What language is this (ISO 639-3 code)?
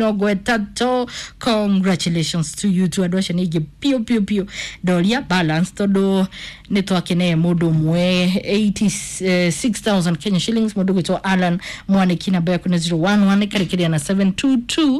kik